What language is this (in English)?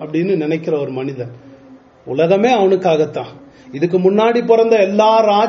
Tamil